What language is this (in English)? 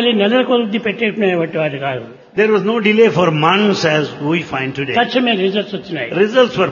Telugu